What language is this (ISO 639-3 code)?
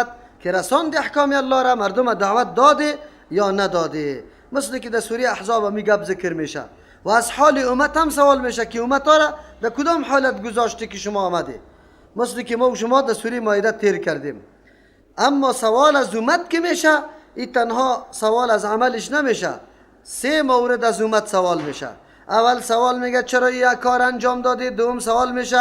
fas